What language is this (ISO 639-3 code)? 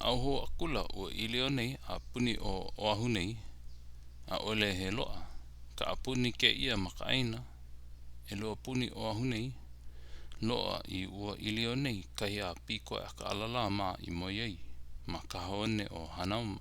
haw